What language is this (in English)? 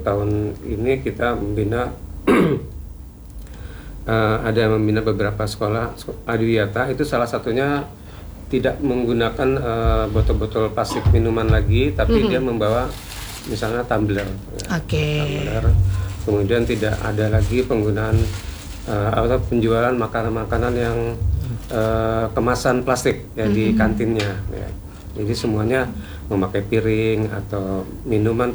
Indonesian